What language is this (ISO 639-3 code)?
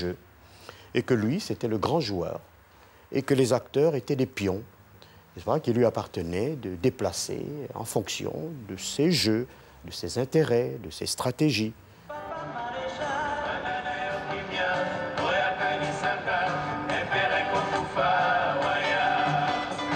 fra